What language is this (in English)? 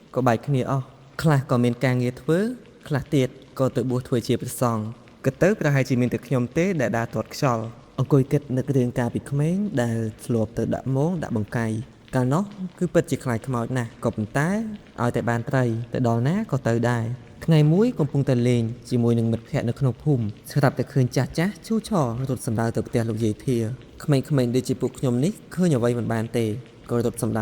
Khmer